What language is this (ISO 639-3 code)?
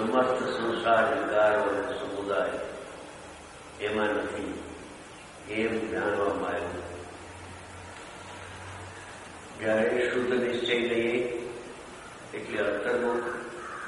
guj